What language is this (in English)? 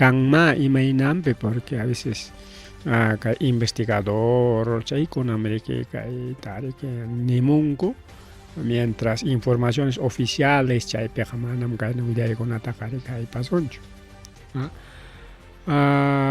Ayacucho Quechua